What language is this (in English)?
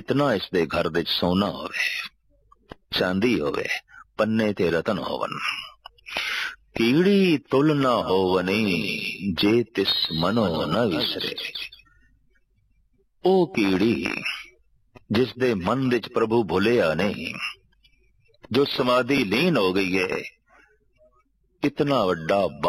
Punjabi